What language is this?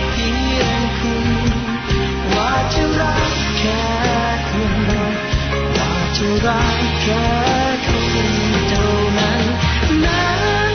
Thai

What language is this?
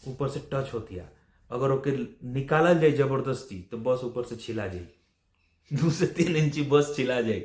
Bhojpuri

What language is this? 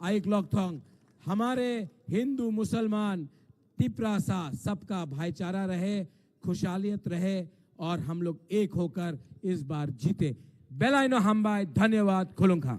Kok Borok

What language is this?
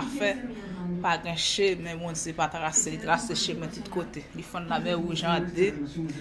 Haitian Creole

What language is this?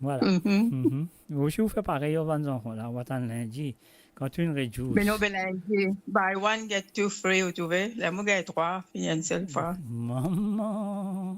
Morisyen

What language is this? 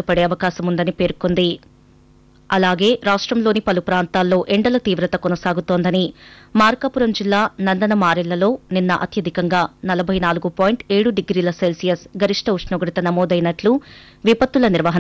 Telugu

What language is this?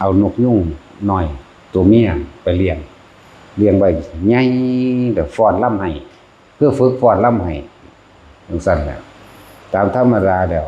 Northeastern Thai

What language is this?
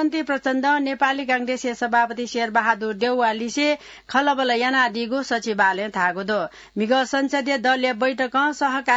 Newari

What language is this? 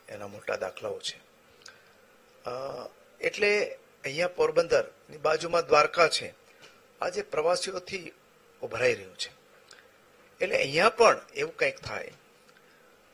Gujarati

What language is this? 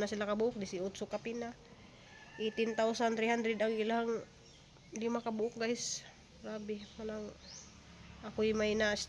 Cebuano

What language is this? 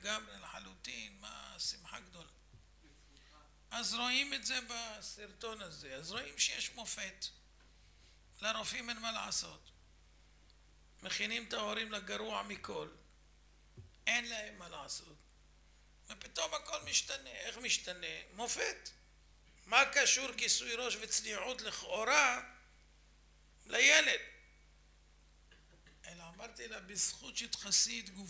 Hebrew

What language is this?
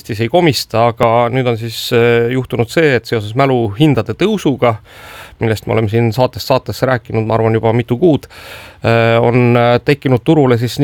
Estonian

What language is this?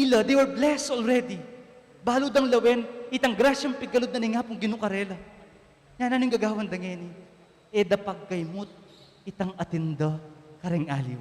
Pampanga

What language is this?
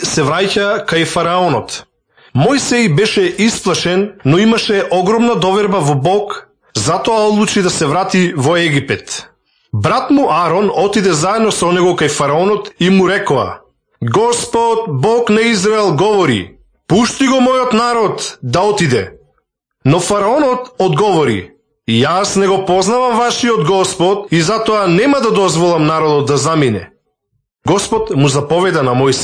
Macedonian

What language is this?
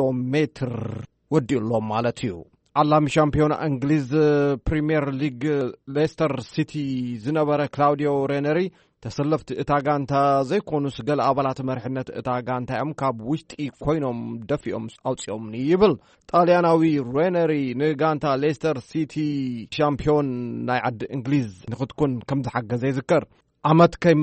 Tigrinya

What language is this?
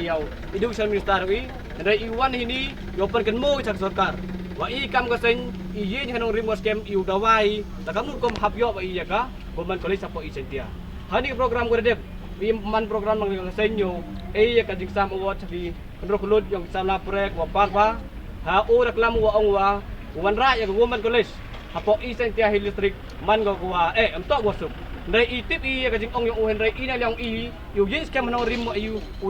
Pnar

